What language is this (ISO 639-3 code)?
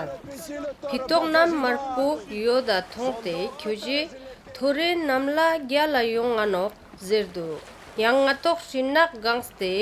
lbj